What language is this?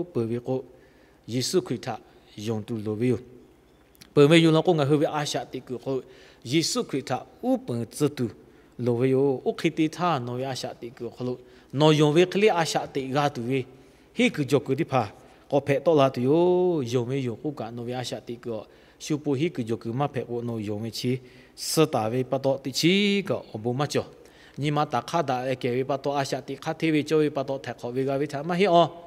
Lahu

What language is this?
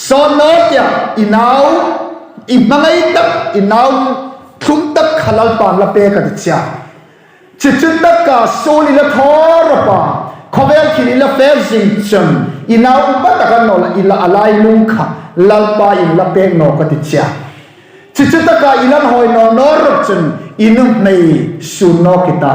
Hmar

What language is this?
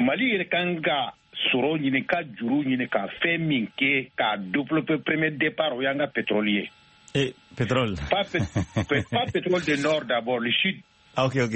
Bambara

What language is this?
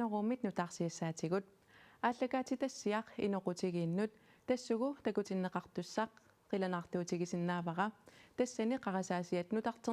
Kalaallisut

